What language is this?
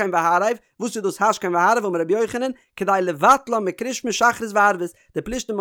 Yiddish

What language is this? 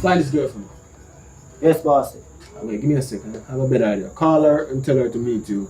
Jamaican Creole English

